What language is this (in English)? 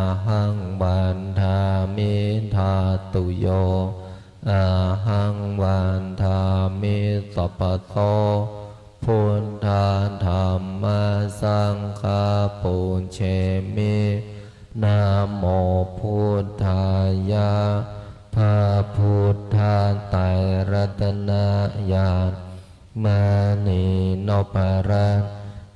Pali